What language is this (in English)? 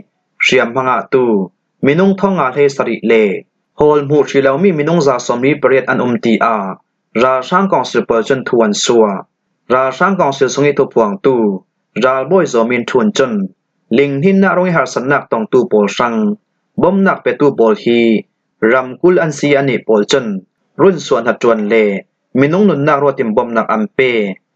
Hakha Chin